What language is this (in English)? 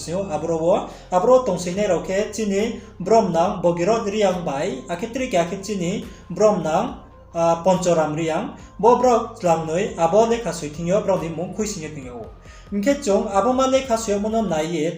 Riang (India)